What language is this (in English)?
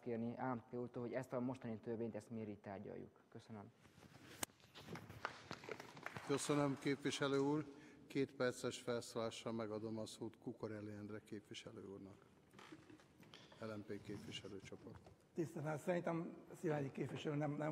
Hungarian